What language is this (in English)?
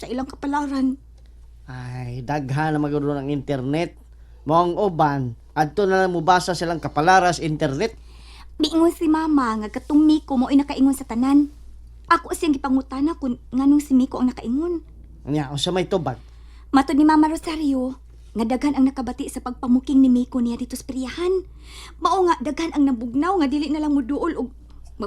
Cebuano